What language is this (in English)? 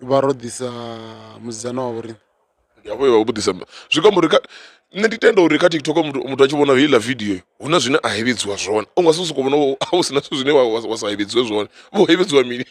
Venda